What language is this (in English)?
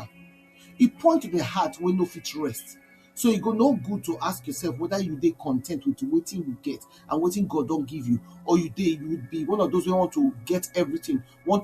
Nigerian Pidgin